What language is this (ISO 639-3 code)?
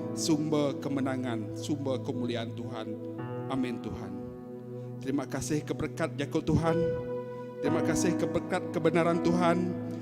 iba